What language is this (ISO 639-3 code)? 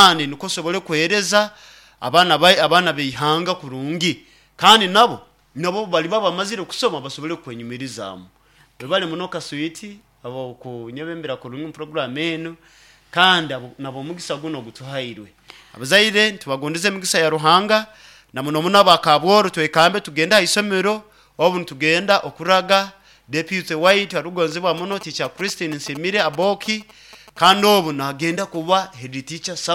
nyo